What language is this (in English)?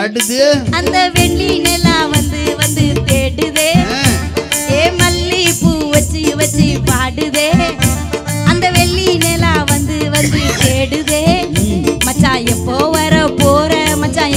Tamil